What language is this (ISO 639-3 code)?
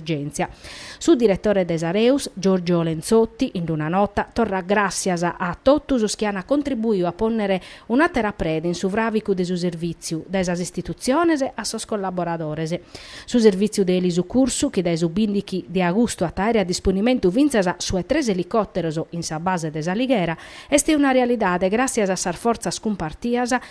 srd